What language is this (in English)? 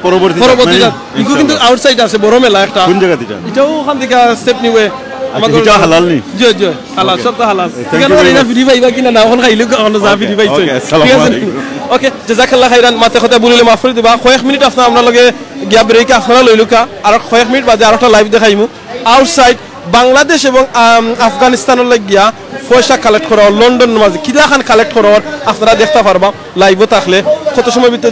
Sylheti